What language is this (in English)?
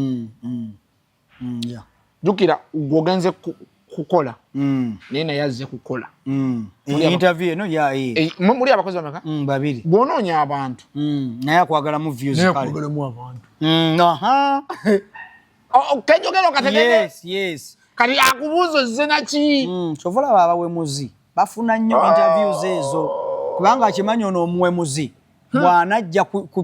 Ganda